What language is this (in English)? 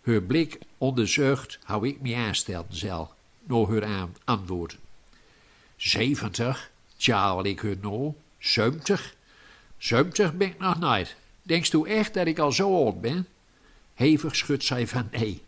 Gronings